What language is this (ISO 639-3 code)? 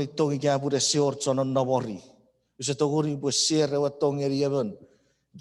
chk